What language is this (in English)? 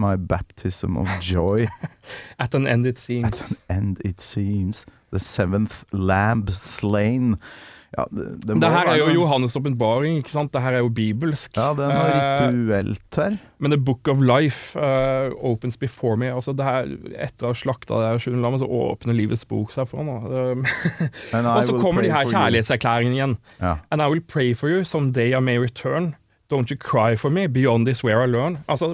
Norwegian